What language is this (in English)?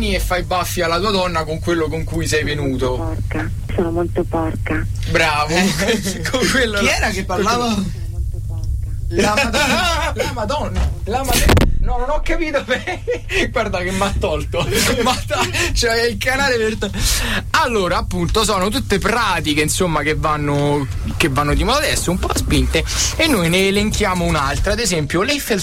Italian